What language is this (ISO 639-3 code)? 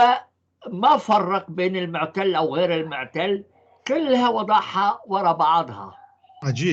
apc